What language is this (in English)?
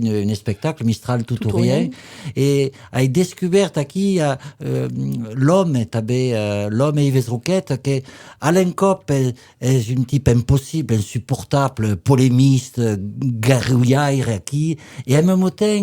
Occitan